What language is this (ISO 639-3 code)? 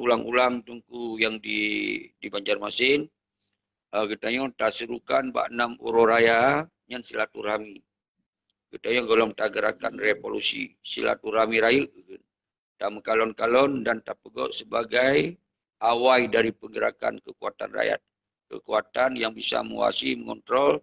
ace